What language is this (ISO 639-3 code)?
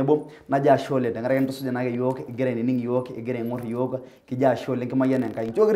mas